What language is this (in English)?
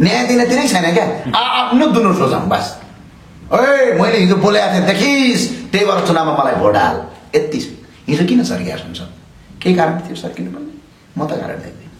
Nepali